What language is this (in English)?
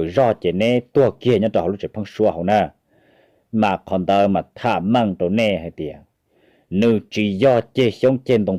Hmong